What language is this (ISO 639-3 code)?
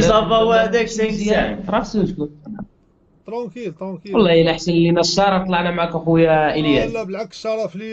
ary